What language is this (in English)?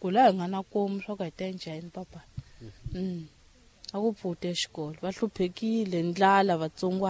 Tsonga